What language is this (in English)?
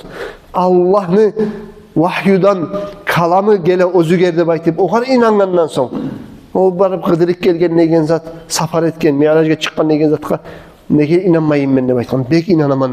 Kumyk